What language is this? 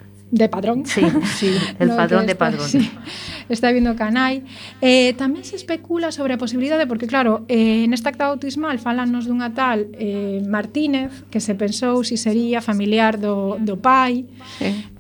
Galician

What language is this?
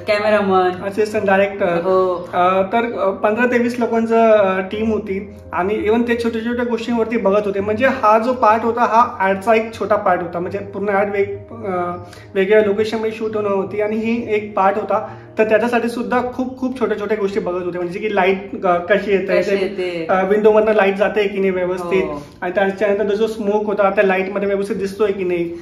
Marathi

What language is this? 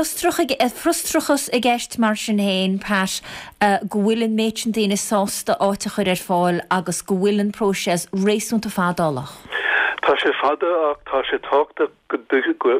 Irish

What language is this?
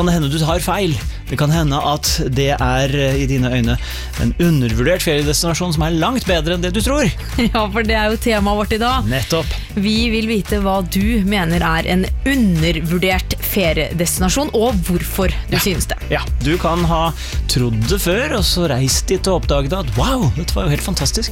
Norwegian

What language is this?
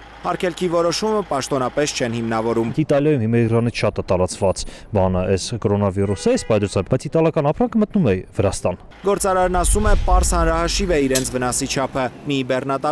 Armenian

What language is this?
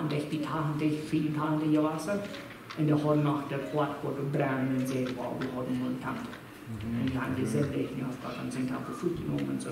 Plautdietsch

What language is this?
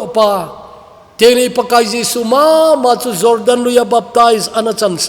Thado Chin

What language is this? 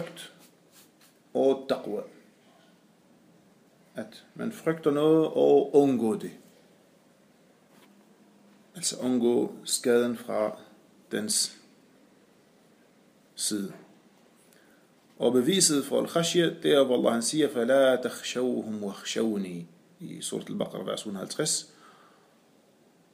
Danish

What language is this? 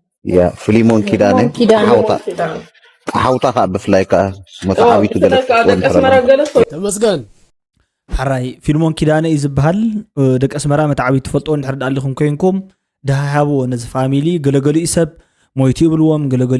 Tigrinya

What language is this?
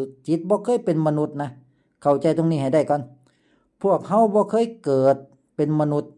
Lao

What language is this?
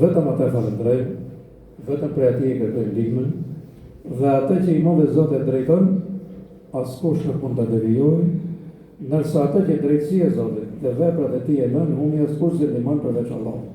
Albanian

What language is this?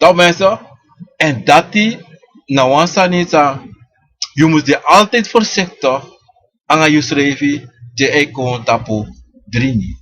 Sranan Tongo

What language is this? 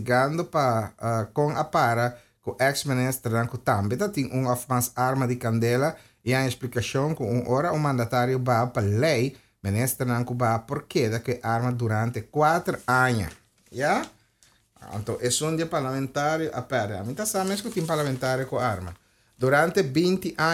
Papiamento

